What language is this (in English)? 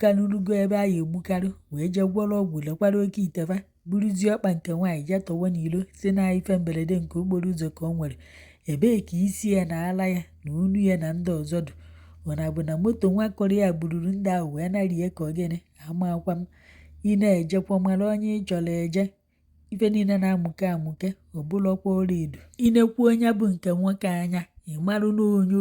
Igbo